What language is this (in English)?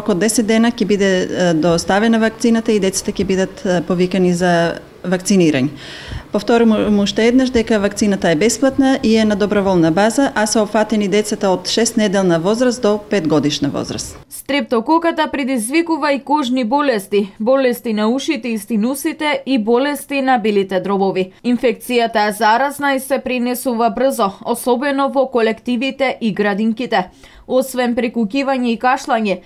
Macedonian